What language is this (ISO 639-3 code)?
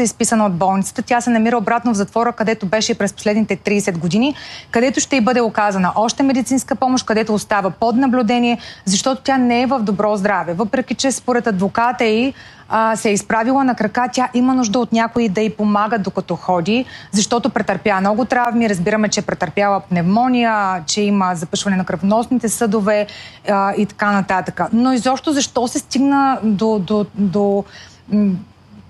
bul